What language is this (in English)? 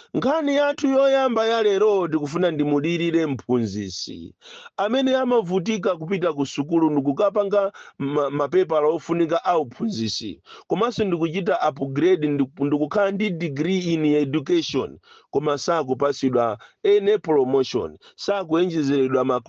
Nyanja